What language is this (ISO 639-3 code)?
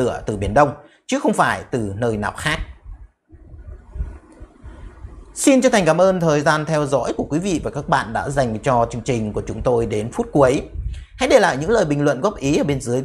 vie